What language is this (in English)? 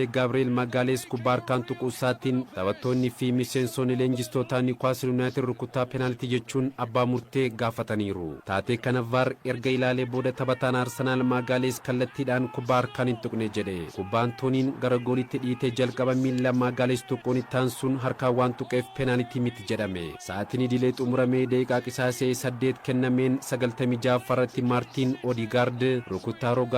Oromo